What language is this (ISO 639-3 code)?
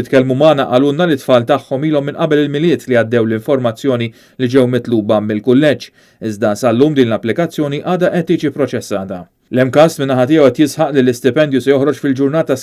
mlt